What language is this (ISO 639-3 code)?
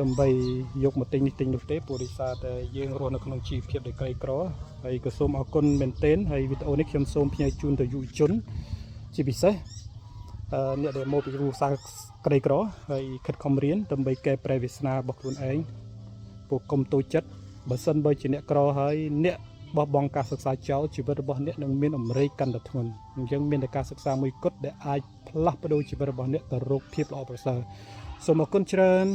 khm